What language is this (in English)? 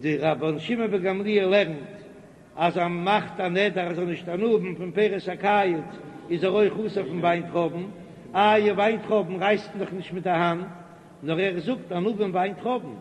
Yiddish